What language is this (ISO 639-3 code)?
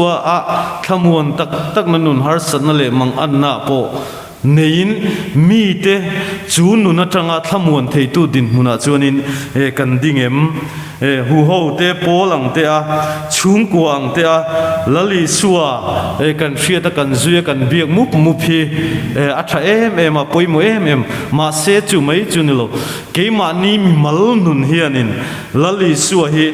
lus